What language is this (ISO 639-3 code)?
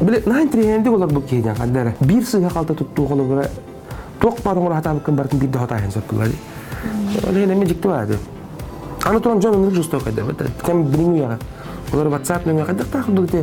sah